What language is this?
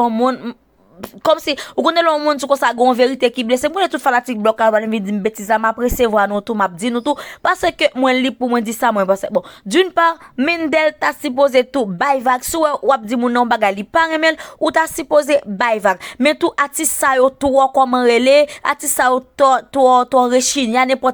Haitian Creole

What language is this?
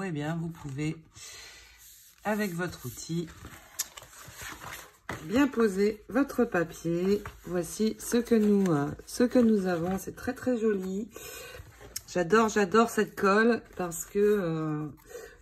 French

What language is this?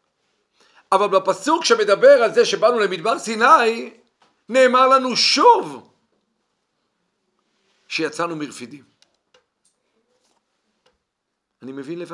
Hebrew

